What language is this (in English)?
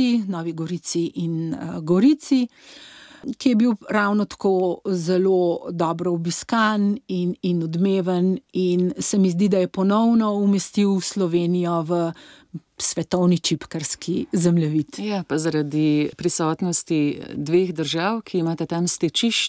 Slovenian